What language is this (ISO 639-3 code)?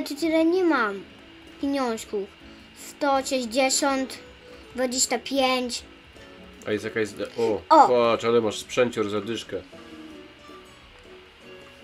pol